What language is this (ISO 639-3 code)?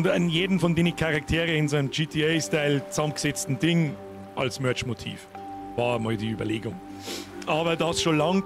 deu